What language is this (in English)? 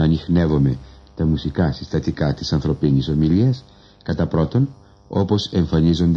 Greek